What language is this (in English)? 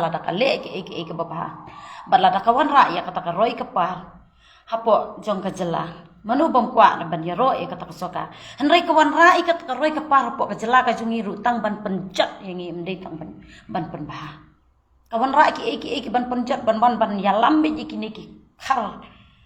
Khasi